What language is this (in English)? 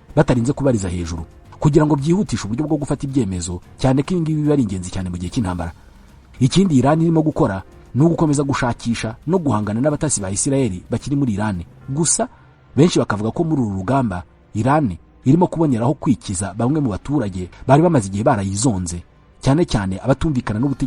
Kinyarwanda